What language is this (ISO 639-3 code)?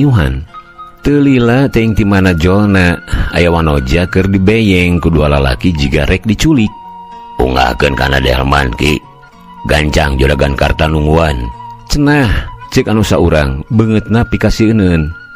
sun